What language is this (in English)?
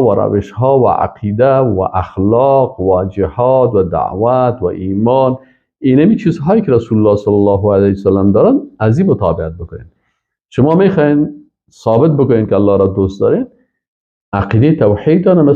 Persian